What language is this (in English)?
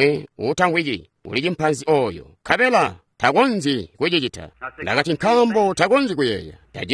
Tonga (Zambia)